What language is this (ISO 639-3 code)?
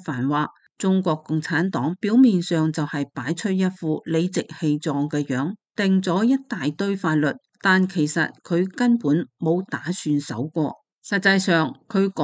yue